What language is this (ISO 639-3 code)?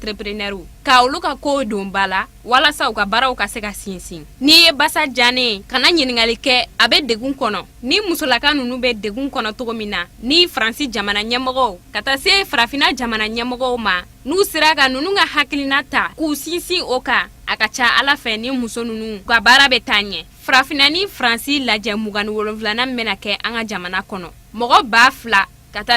bam